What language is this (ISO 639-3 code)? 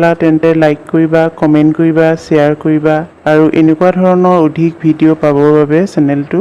asm